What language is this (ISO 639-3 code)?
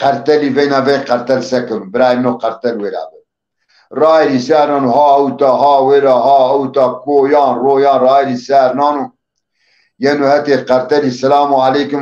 zza